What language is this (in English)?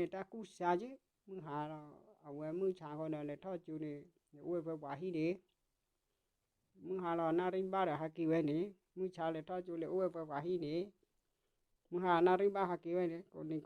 S'gaw Karen